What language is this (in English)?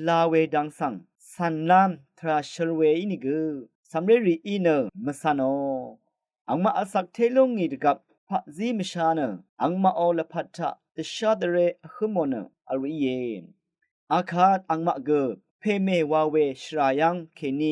Rawang